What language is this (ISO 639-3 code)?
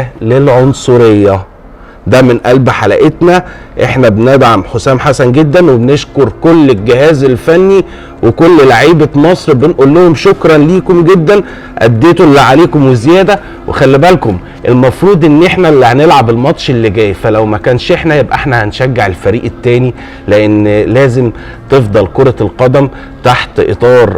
arz